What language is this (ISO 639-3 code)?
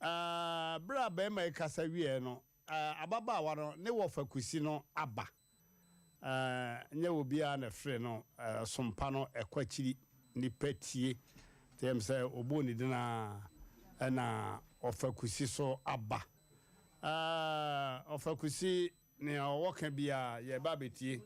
aka